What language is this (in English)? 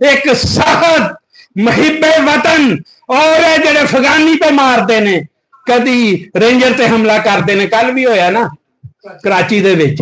Western Panjabi